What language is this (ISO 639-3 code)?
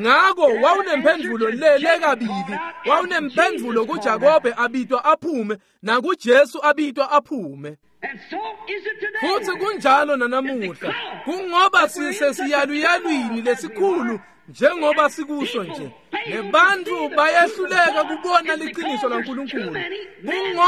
ssw